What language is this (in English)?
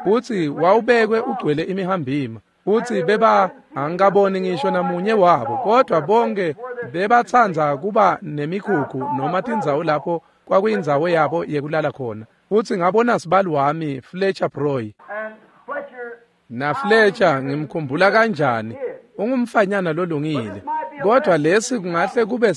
Swati